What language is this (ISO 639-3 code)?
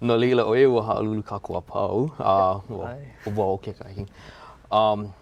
haw